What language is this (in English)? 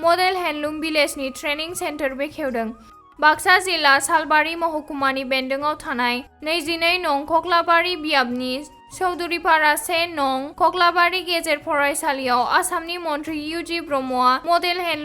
Bodo